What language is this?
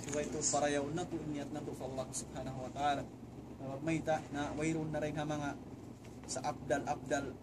Tausug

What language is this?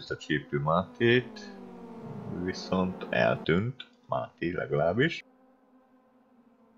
Hungarian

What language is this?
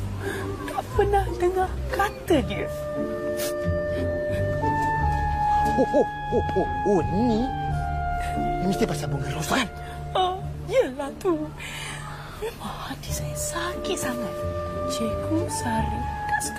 Malay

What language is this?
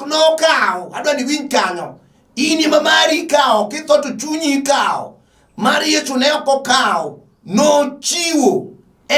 Luo (Kenya and Tanzania)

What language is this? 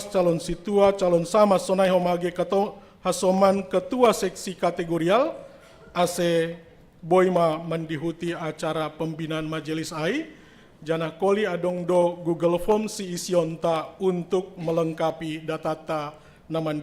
Batak Simalungun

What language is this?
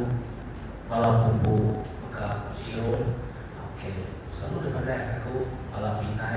Iban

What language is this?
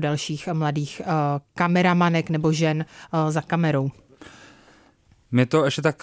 Czech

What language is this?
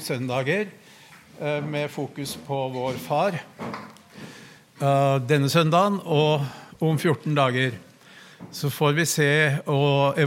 Norwegian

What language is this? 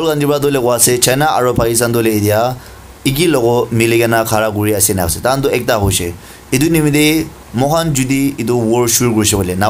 Naga Pidgin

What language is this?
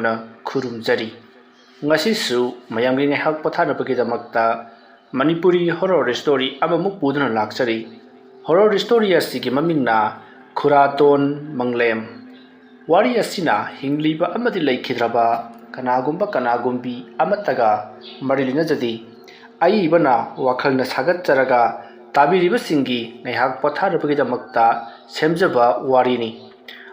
Manipuri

